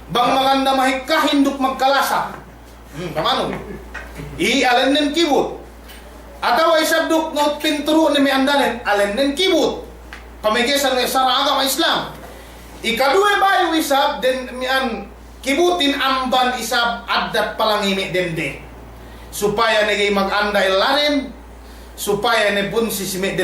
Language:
Yakan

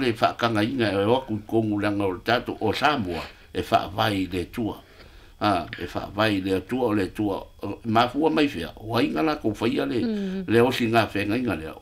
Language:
Samoan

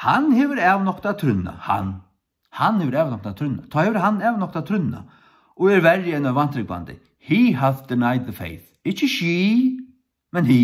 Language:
Faroese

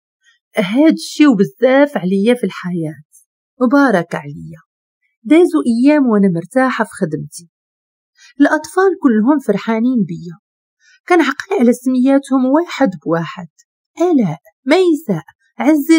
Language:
Moroccan Arabic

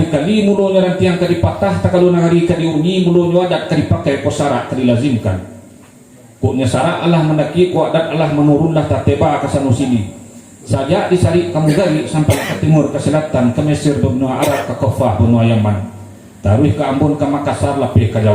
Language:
Minangkabau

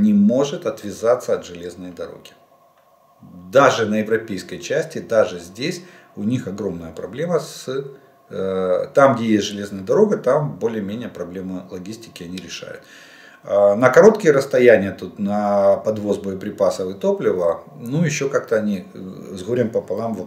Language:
Russian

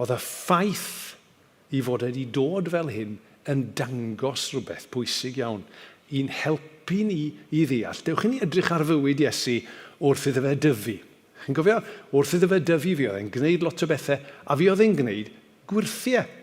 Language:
Welsh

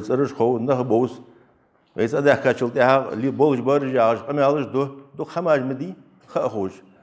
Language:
Ingush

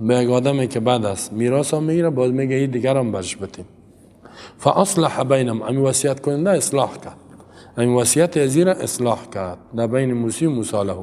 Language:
Persian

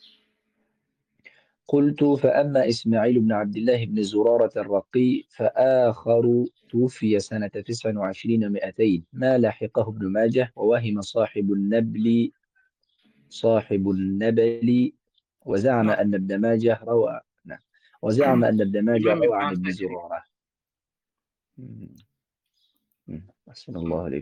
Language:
Arabic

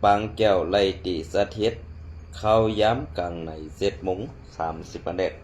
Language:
Shan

